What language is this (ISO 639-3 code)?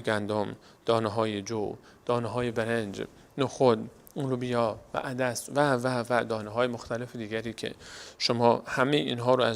fas